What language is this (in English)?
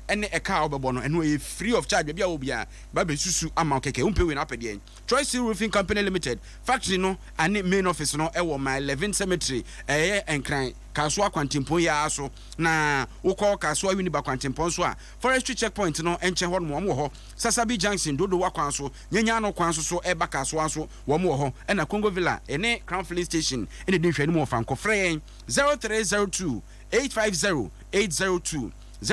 Akan